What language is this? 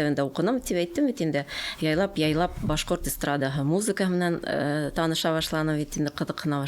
Bashkir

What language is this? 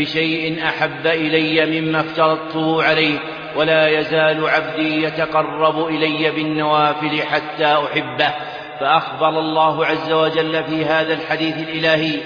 Arabic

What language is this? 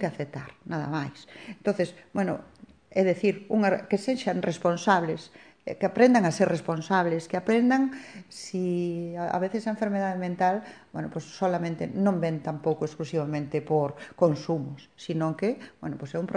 Galician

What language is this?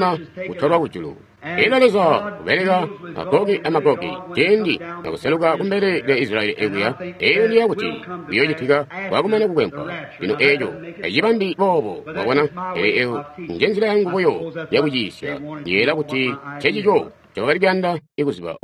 Tonga (Zambia)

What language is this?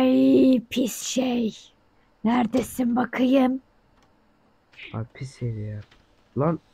Turkish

